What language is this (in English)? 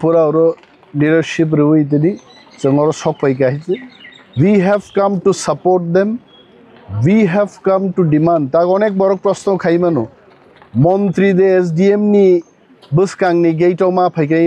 Kok Borok